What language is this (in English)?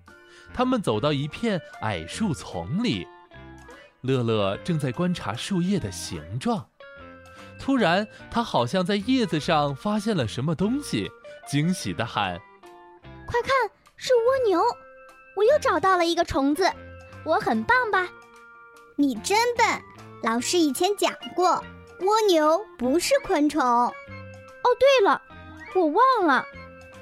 Chinese